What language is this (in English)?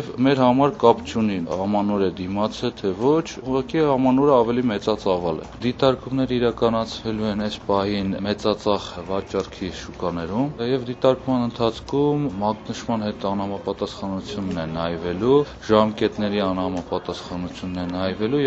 Armenian